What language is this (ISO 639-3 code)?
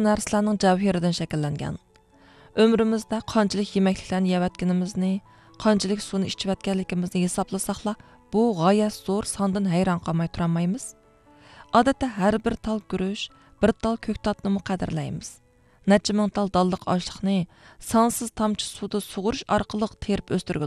uig